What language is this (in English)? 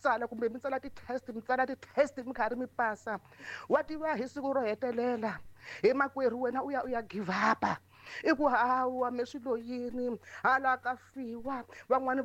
Tsonga